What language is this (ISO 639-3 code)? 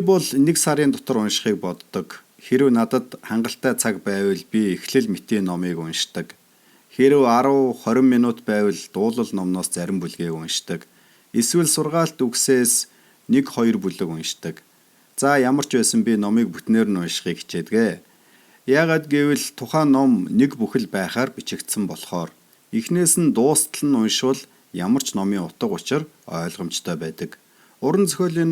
mon